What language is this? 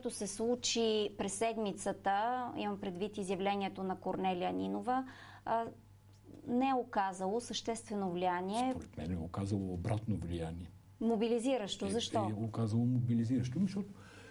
Bulgarian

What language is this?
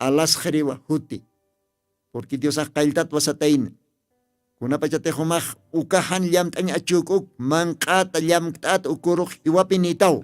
Aymara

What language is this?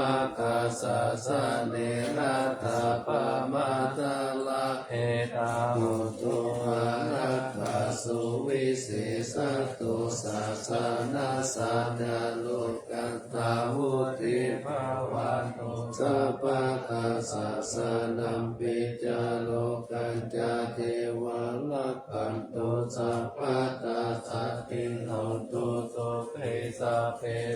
Pali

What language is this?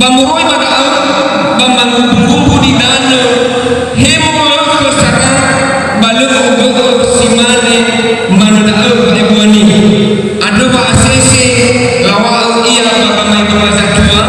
Nias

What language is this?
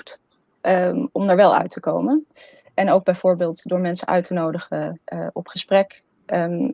Dutch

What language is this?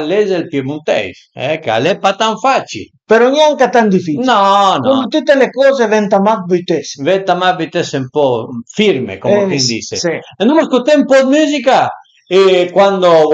Piedmontese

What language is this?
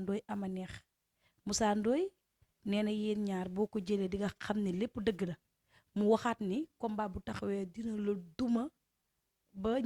Wolof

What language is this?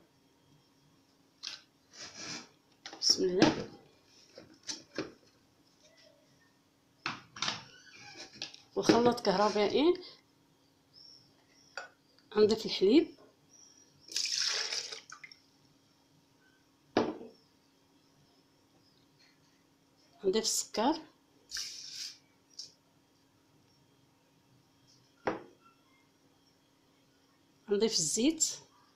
Arabic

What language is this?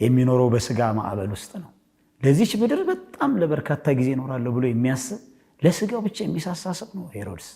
Amharic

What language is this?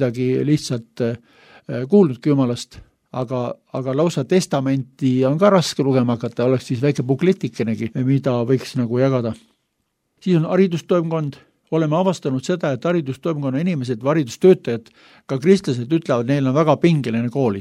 Estonian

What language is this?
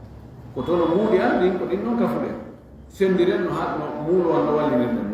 Fula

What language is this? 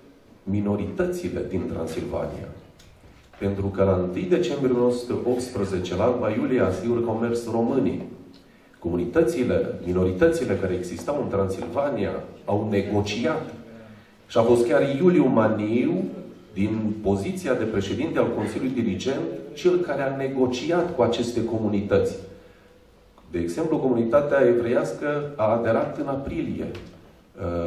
Romanian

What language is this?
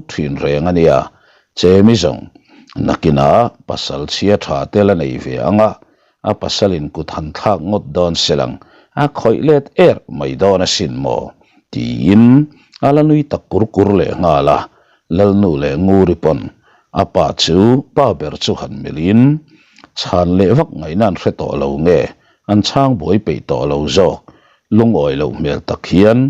Mizo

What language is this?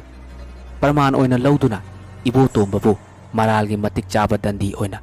Manipuri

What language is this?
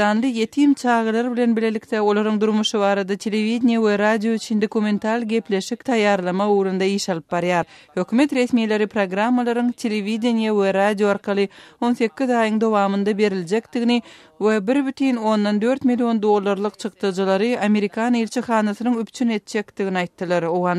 Turkmen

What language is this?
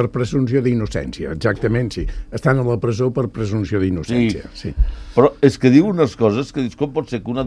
Catalan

